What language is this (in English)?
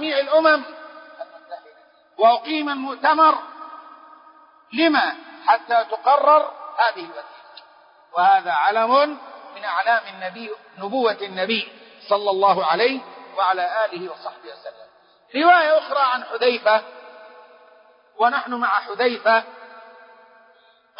Arabic